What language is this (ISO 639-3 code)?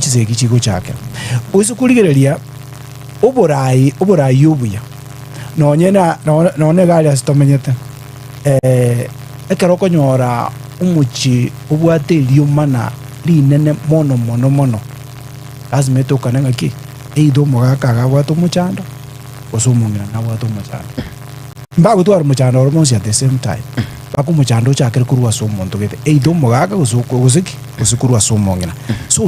guz